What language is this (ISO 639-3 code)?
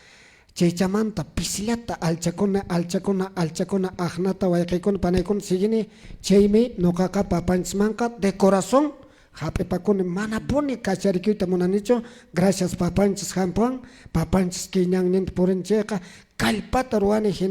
que